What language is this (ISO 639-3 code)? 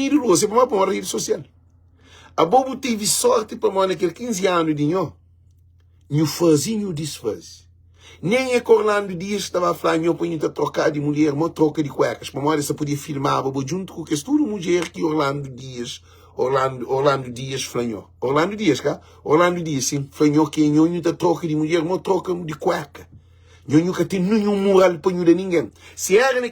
kea